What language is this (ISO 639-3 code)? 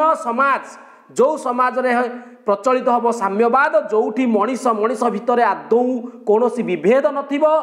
ori